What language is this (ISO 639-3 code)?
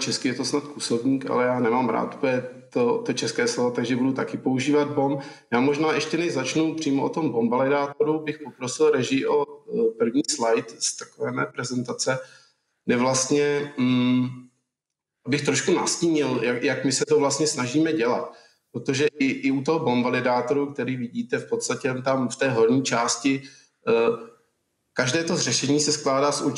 ces